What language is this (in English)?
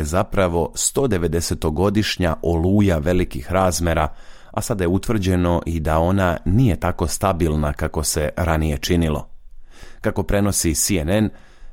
Serbian